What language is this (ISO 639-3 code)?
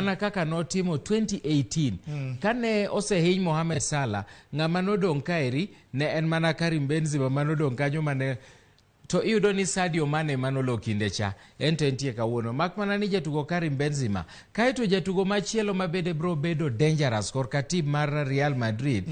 luo